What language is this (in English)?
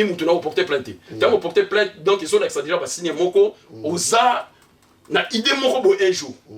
Lingala